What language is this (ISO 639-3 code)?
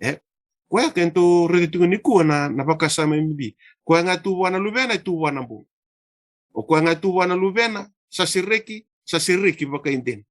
fij